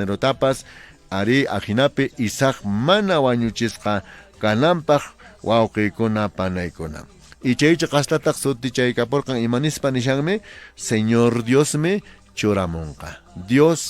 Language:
Quechua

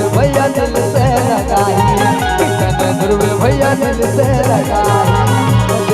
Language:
Chhattisgarhi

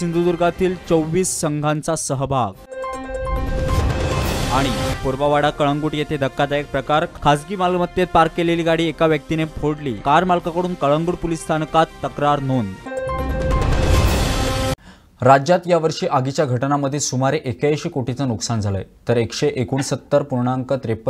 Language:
Marathi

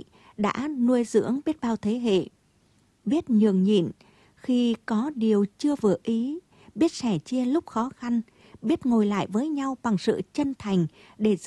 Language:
Vietnamese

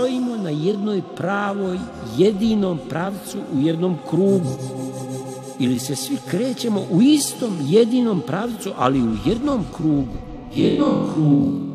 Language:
Serbian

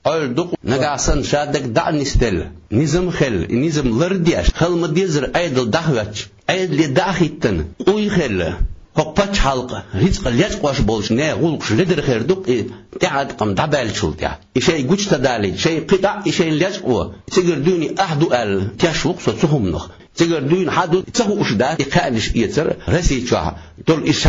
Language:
Chechen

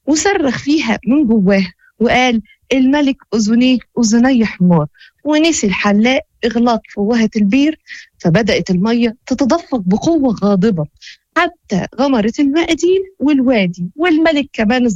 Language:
Moroccan Arabic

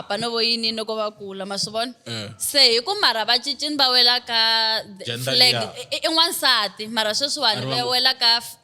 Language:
Tsonga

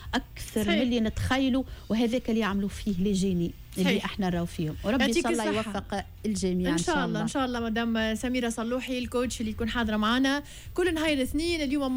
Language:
Tunisian Arabic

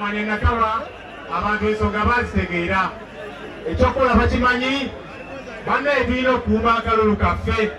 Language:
Ganda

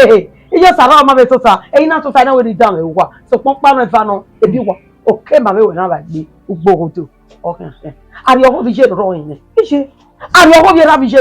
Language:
Bini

